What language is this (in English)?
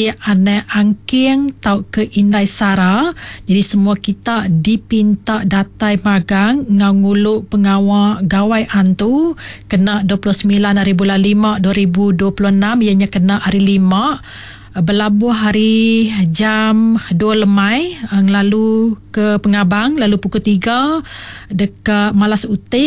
Iban